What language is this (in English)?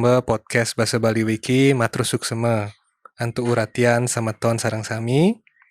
Balinese